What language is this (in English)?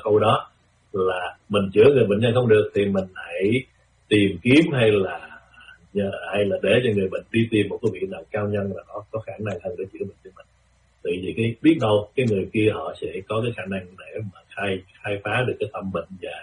Vietnamese